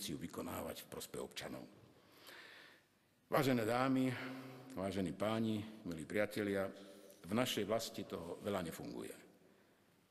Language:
Slovak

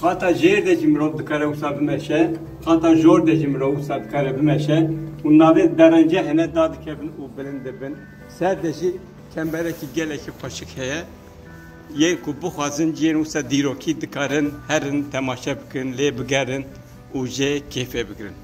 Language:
Kurdish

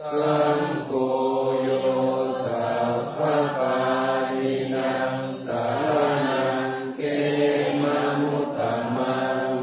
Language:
Pali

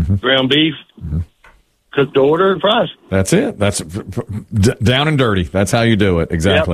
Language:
English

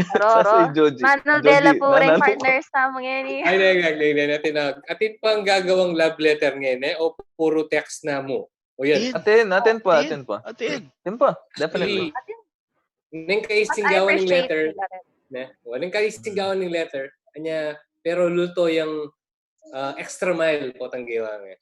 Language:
Pampanga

